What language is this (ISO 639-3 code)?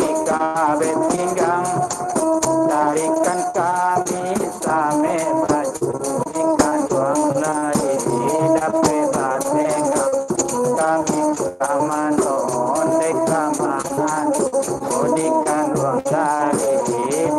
min